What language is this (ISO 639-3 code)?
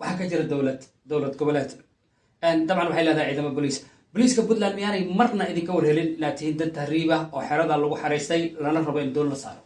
som